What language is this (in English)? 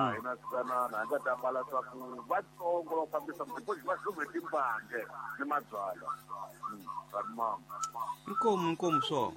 Tsonga